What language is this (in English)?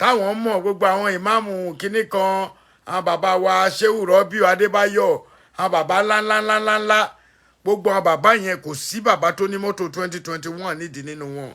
Yoruba